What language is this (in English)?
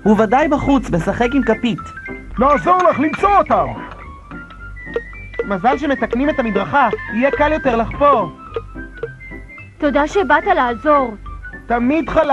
Hebrew